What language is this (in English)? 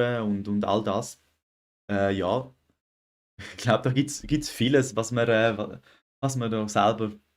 Swiss German